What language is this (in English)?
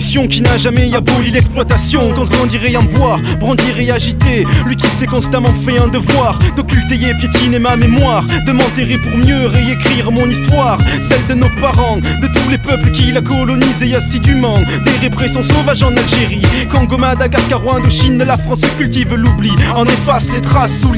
French